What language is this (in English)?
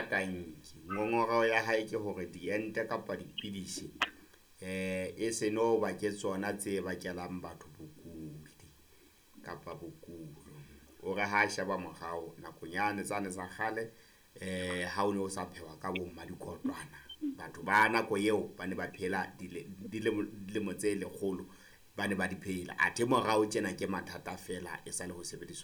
Southern Sotho